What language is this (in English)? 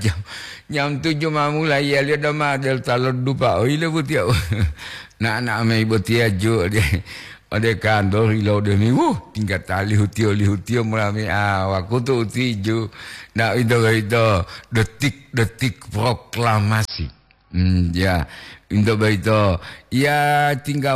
Gorontalo